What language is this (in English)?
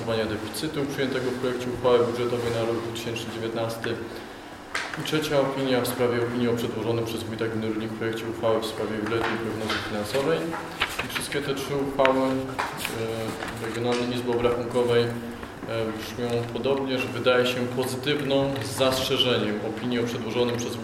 Polish